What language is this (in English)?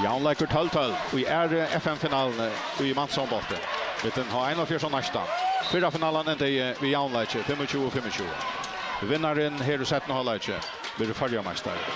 Faroese